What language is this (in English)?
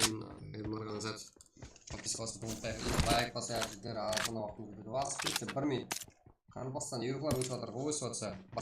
Kara-Kalpak